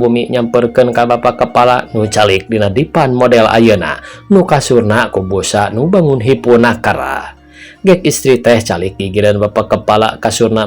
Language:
Sundanese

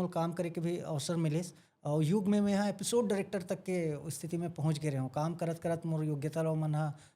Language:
Chhattisgarhi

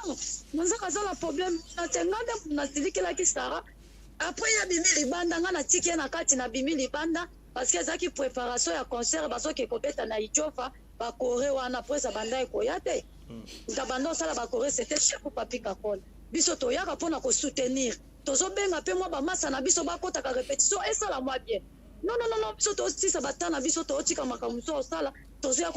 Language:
Lingala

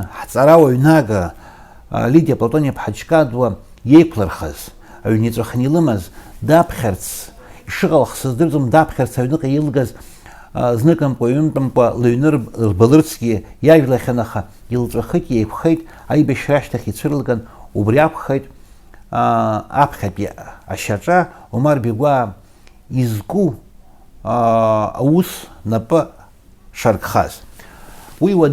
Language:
Abkhazian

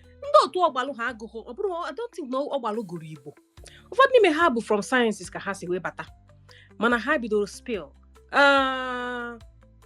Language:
Igbo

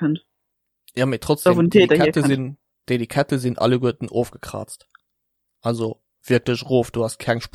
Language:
Luxembourgish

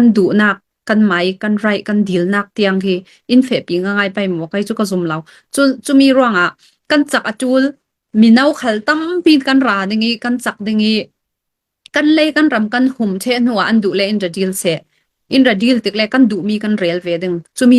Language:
Falam Chin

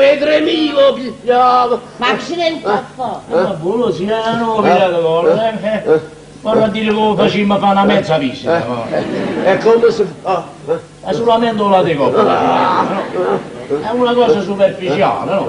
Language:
Neapolitan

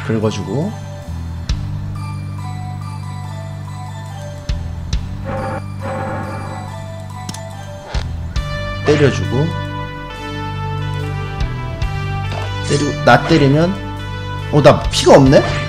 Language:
Korean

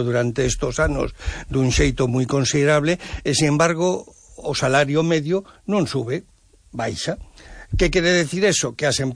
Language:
Galician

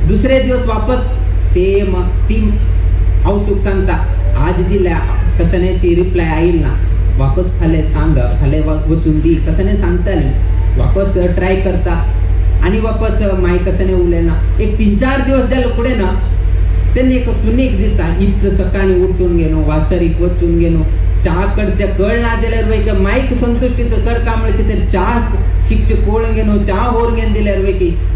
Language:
Konkani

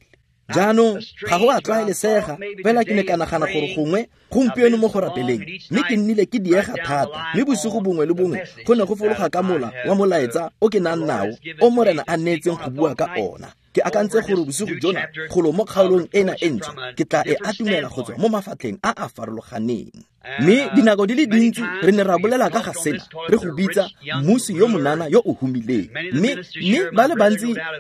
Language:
Tswana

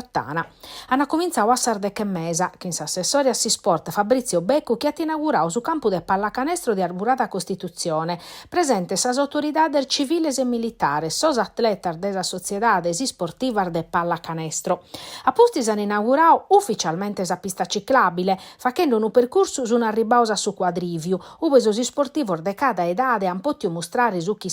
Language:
Sardinian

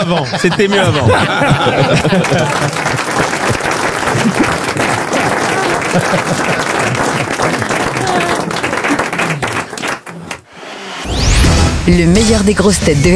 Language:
French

